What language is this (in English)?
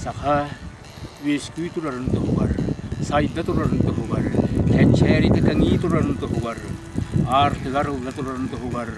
Yakut